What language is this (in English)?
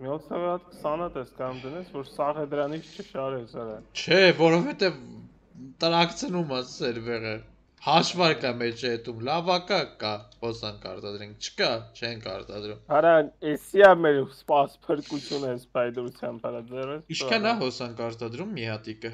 Armenian